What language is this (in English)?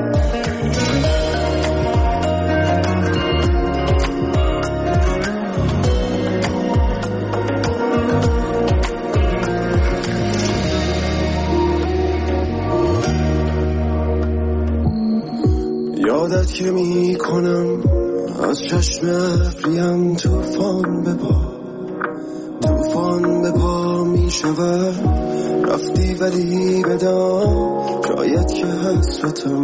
Persian